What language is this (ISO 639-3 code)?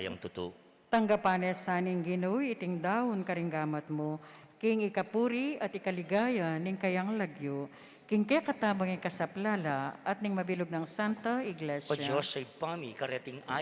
pam